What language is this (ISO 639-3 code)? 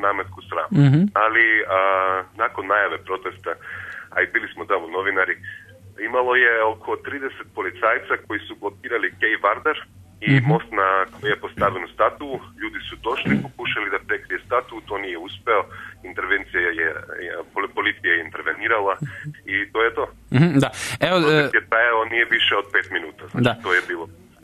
srp